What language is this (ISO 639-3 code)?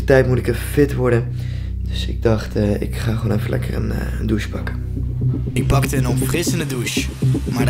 nld